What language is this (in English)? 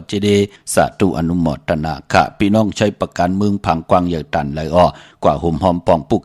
Shan